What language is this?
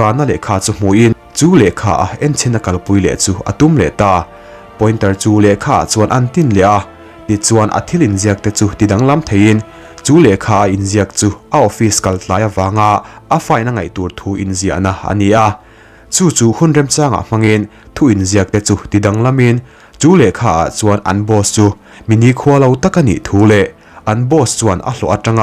Mizo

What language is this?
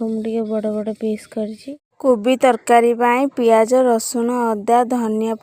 Odia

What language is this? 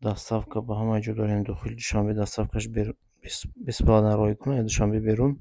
Tajik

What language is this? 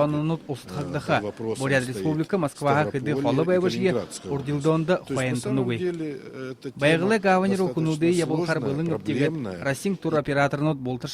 Buriat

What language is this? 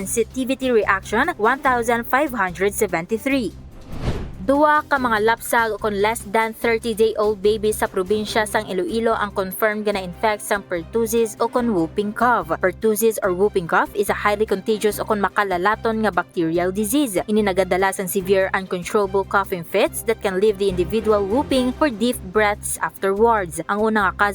Hiligaynon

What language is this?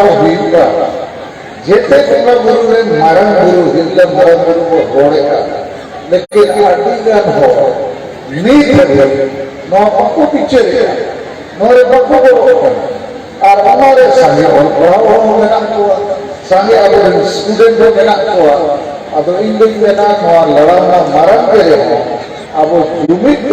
Santali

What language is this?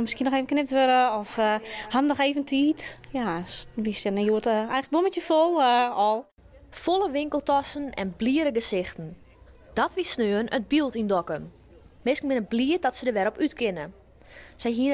Western Frisian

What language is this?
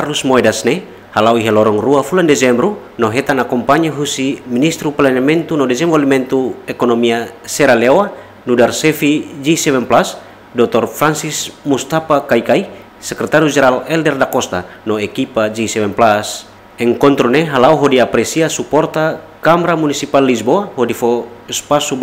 Tetum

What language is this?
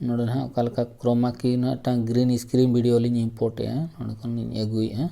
Santali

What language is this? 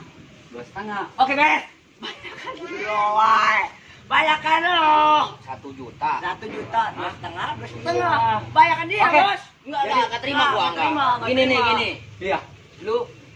Betawi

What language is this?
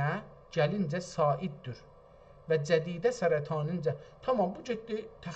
South Azerbaijani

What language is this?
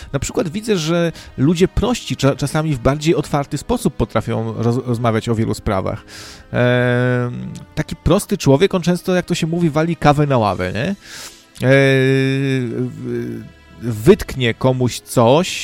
Polish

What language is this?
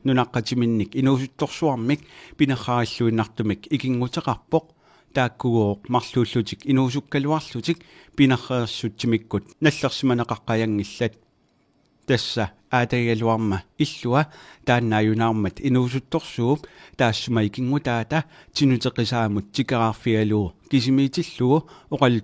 Kalaallisut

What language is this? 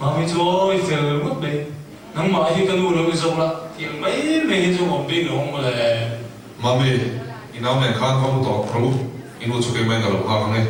Mizo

